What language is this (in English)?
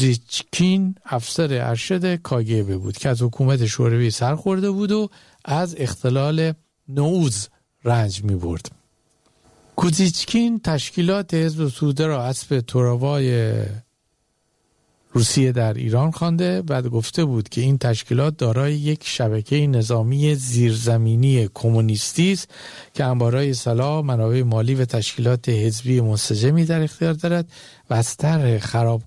Persian